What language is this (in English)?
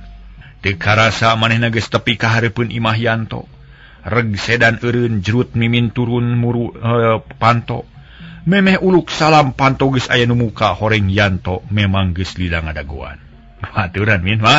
Sundanese